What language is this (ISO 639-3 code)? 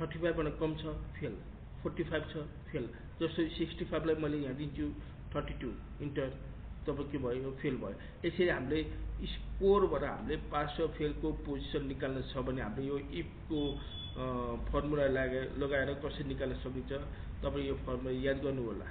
nep